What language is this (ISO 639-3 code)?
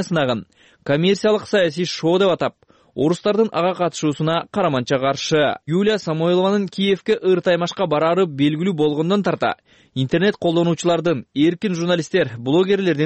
kir